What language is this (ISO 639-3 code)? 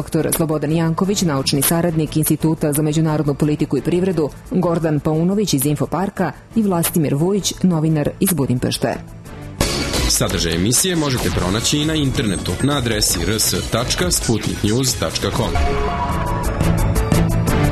srp